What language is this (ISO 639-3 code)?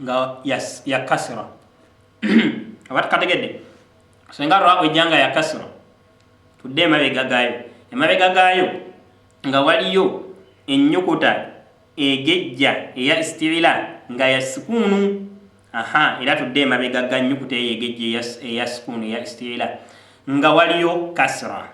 lug